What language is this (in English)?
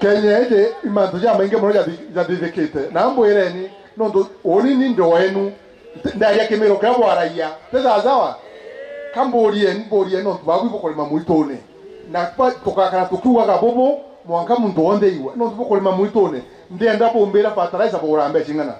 Meru